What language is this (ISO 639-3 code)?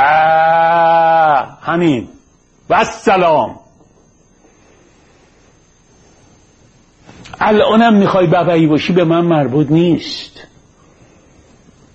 fas